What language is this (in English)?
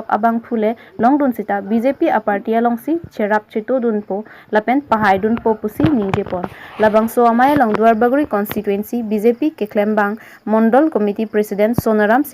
Karbi